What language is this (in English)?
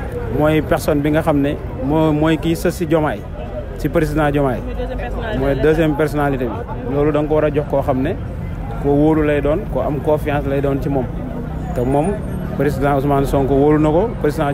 Wolof